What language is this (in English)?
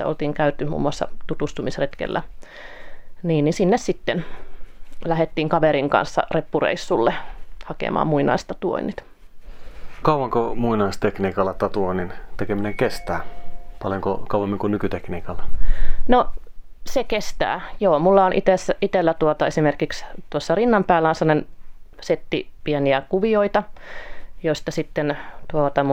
Finnish